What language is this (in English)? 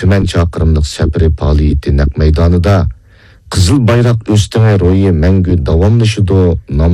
Uyghur